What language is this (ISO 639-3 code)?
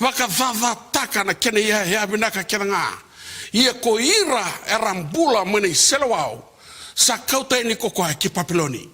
fij